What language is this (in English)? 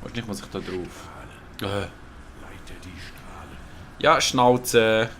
Swiss German